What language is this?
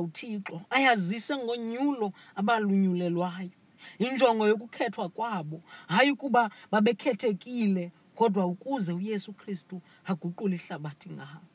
Xhosa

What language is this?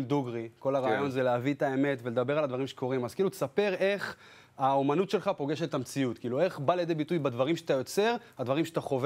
Hebrew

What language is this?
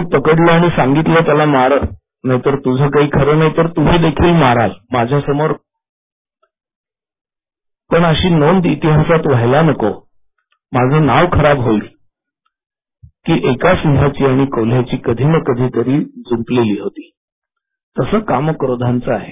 Marathi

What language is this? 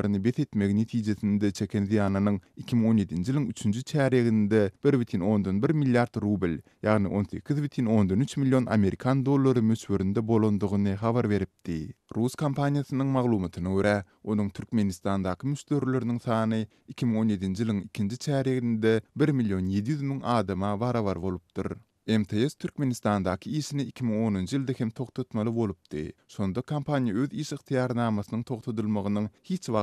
Turkmen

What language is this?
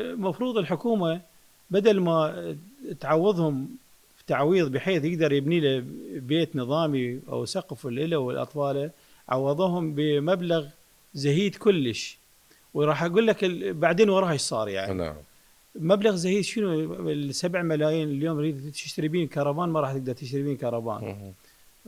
Mesopotamian Arabic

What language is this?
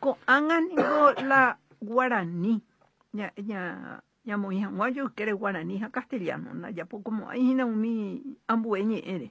Guarani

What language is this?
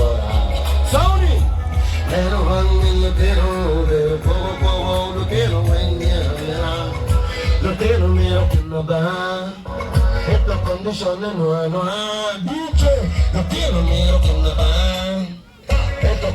Acoli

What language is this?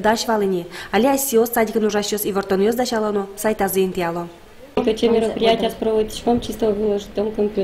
Udmurt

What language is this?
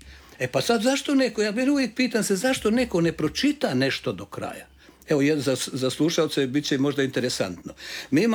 Croatian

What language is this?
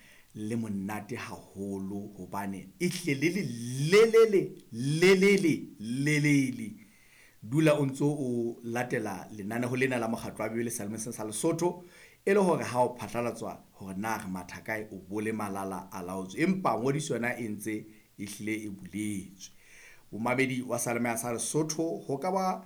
Southern Sotho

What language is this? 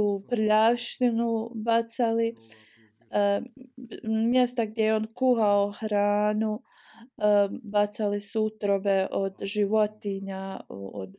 Bosnian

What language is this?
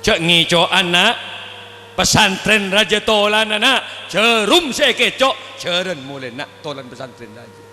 Madurese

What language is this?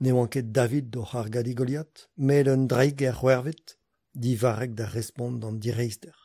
Breton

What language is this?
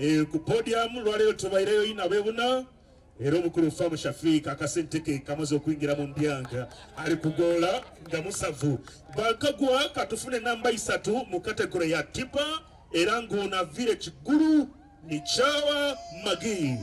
Soga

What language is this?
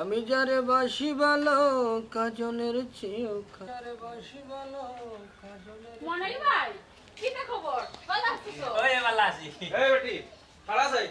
Sylheti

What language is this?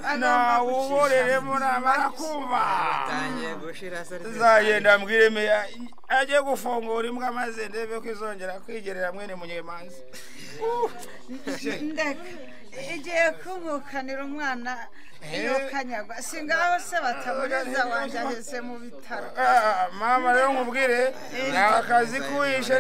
Kinyarwanda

